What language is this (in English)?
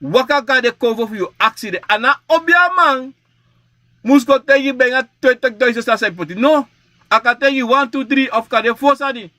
Sranan Tongo